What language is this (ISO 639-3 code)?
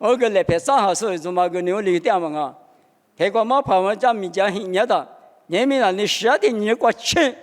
lis